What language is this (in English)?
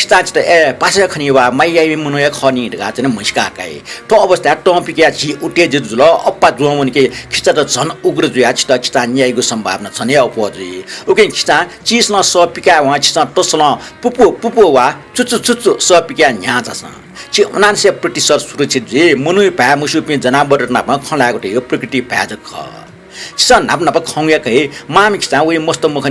Newari